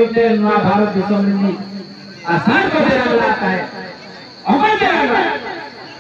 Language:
Santali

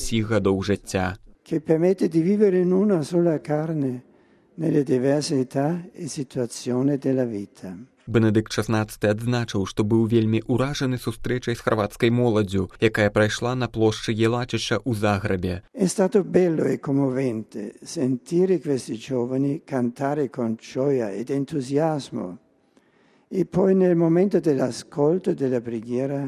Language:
Belarusian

